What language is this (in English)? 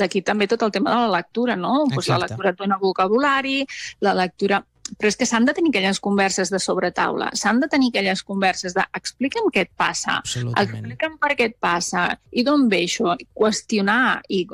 Catalan